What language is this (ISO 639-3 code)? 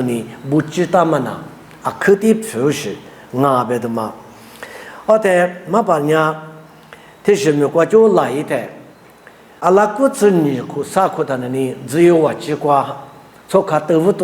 lis